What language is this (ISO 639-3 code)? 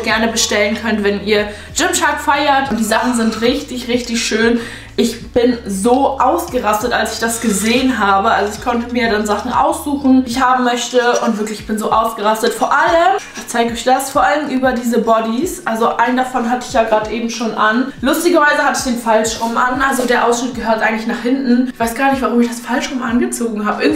deu